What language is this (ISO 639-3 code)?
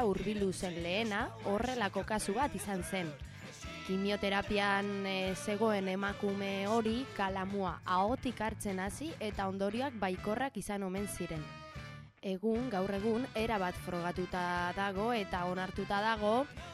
eus